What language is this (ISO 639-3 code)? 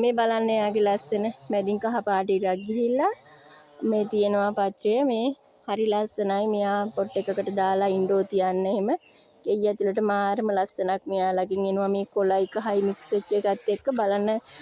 sin